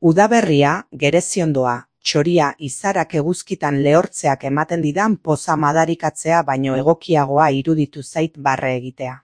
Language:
Basque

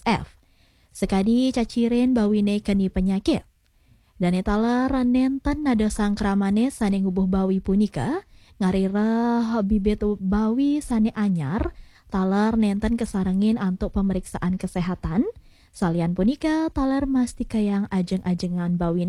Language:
Balinese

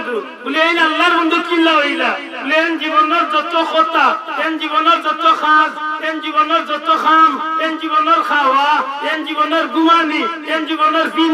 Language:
Sylheti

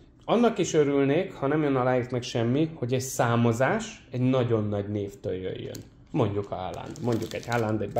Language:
Hungarian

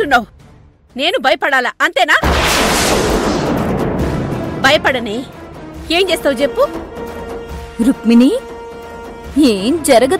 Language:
Telugu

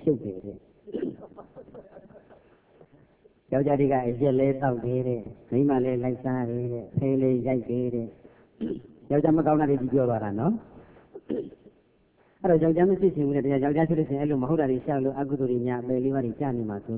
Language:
Burmese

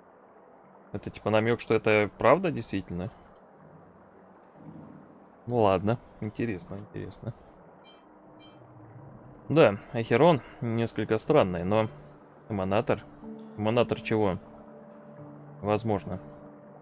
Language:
Russian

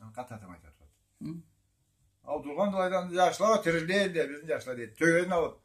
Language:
Karachay-Balkar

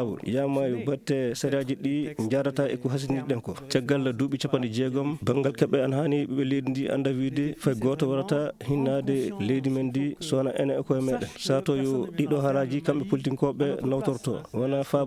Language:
Fula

